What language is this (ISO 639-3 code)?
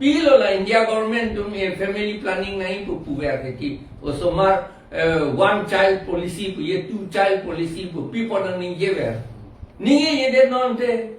mjw